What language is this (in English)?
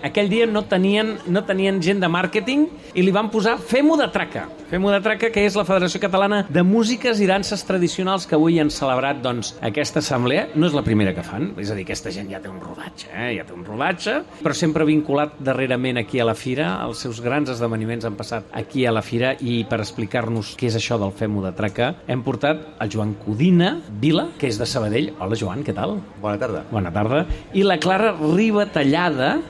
Catalan